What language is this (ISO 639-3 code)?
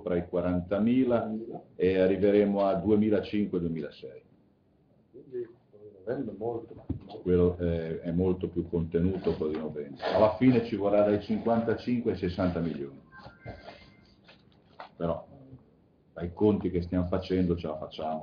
ita